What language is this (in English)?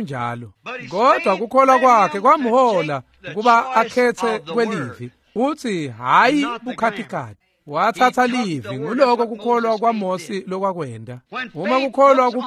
Swati